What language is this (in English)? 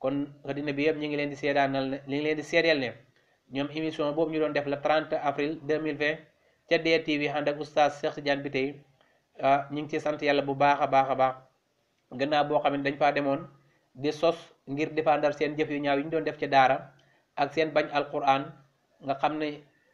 Wolof